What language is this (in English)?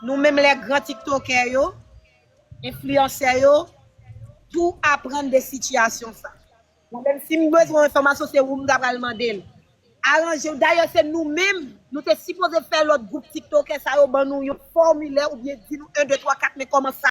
Haitian Creole